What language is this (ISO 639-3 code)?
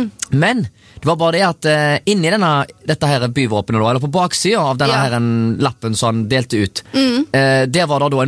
nor